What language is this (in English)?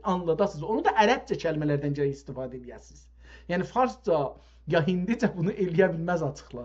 South Azerbaijani